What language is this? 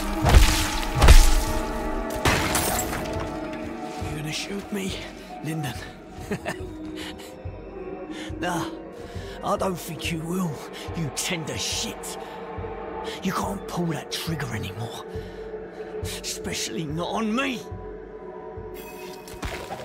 English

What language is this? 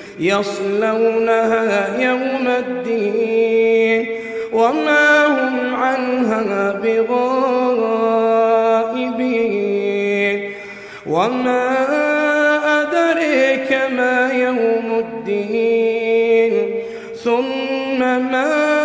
Arabic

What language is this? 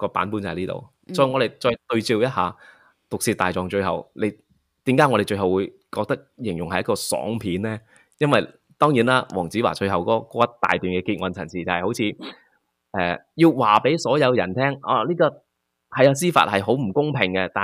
Cantonese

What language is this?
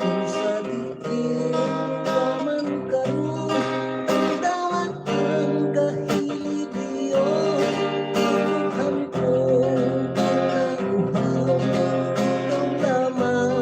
Hiligaynon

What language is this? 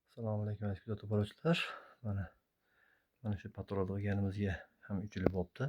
Uzbek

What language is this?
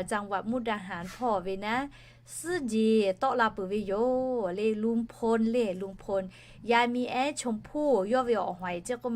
Lahu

